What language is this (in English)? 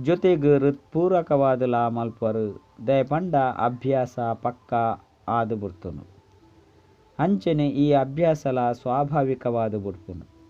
Tulu